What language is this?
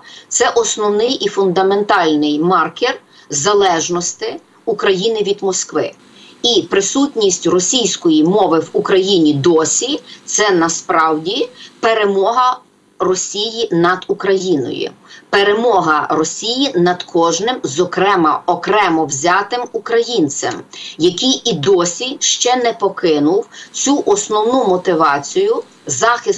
Ukrainian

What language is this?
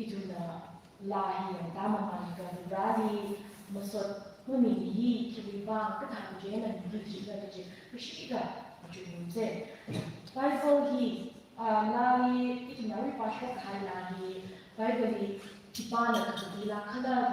Tangkhul Naga (India)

